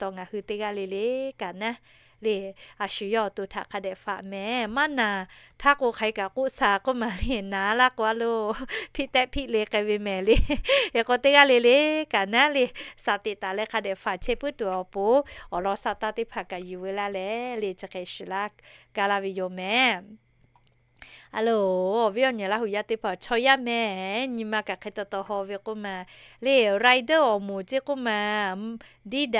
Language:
Lahu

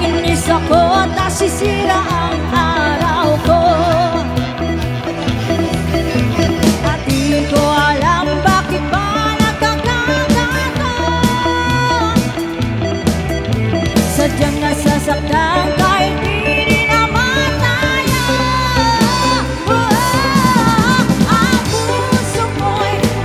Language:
Filipino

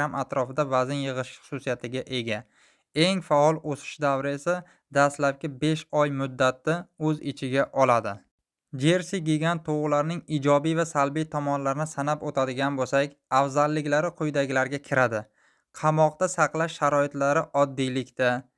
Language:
Uzbek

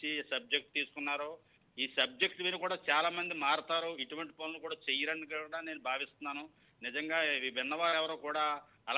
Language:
Telugu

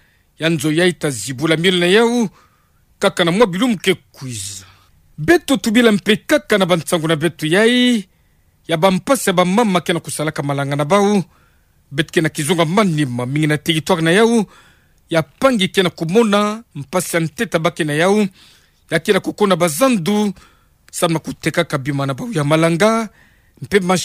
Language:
Kituba (Democratic Republic of Congo)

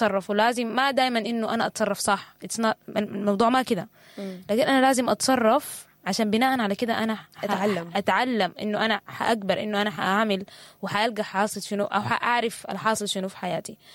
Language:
Sudanese Arabic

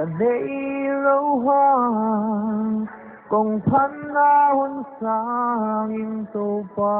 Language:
Paite Chin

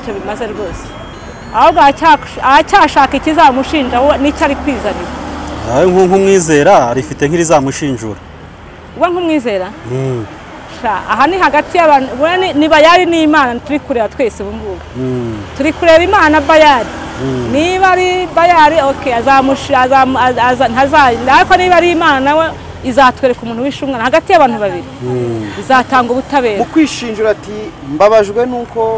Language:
Kinyarwanda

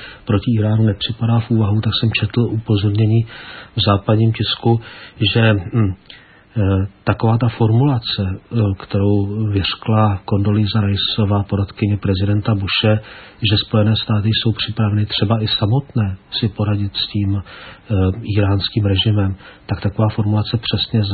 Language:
Czech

